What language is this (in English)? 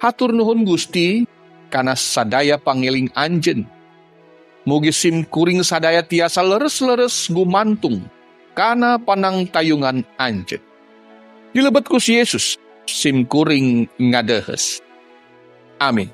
Sundanese